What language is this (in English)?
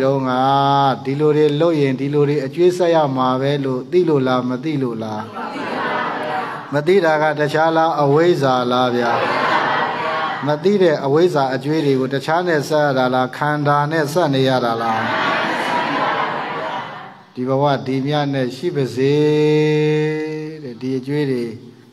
Burmese